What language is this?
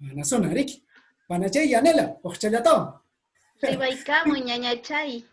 Quechua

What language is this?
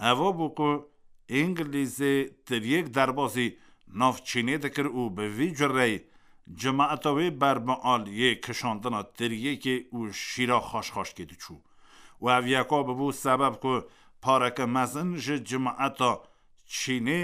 Kurdish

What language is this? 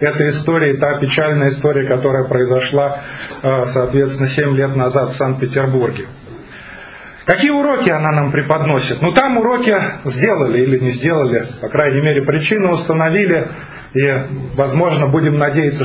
Russian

